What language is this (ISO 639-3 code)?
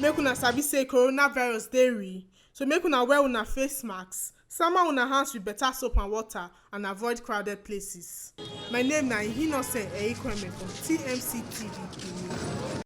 pcm